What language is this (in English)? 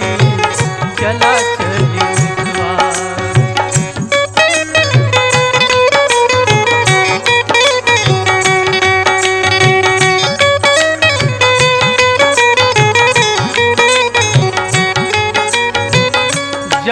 Bhojpuri